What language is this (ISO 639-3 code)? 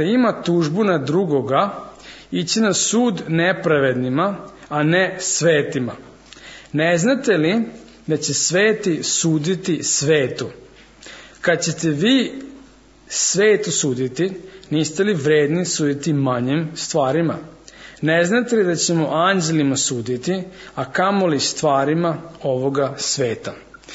srp